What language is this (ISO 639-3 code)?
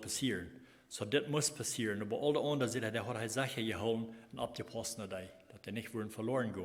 pdt